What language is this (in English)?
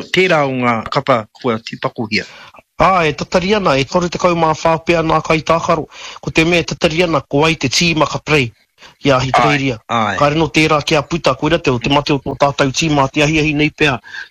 Māori